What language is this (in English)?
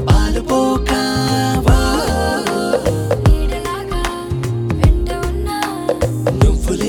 Telugu